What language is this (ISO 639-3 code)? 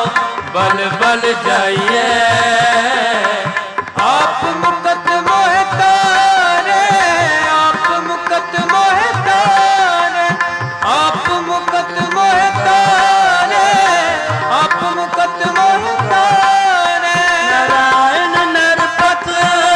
pan